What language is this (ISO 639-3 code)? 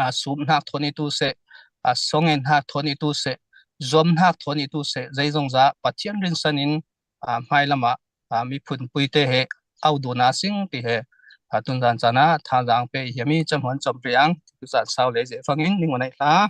cfm